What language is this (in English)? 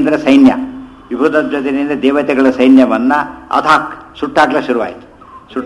Kannada